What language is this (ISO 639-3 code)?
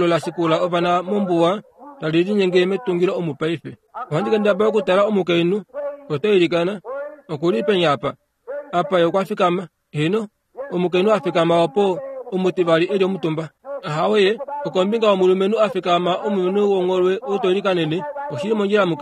kua